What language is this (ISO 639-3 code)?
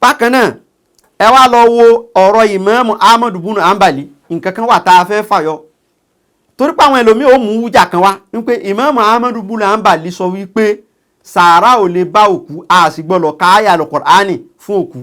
yor